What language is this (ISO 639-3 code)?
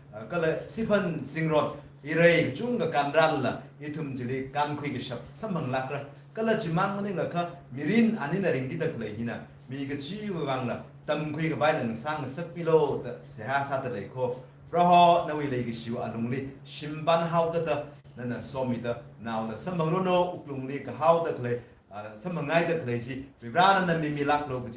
nmf